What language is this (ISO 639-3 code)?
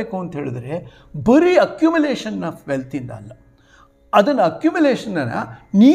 kan